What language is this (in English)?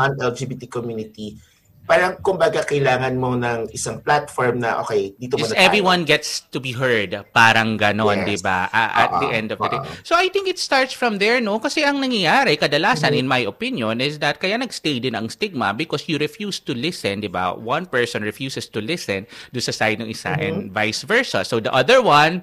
Filipino